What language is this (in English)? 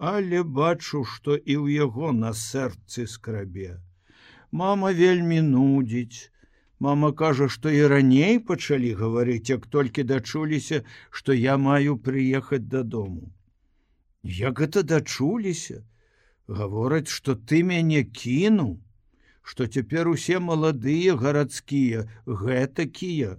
Belarusian